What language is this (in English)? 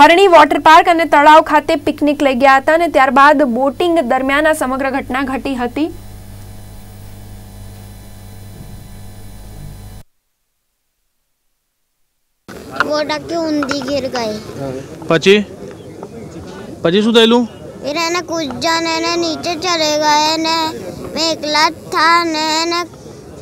Gujarati